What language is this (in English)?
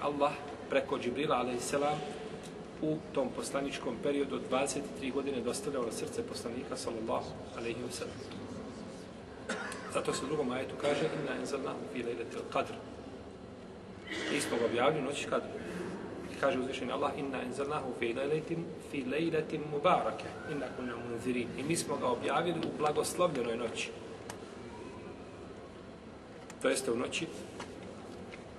Bosnian